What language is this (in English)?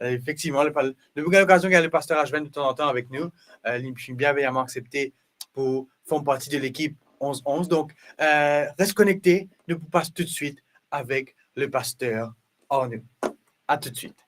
Morisyen